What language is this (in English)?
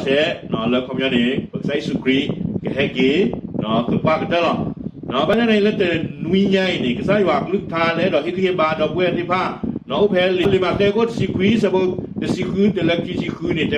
S'gaw Karen